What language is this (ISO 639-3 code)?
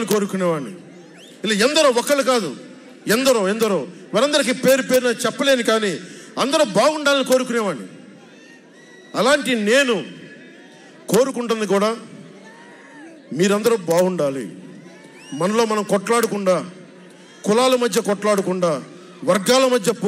tel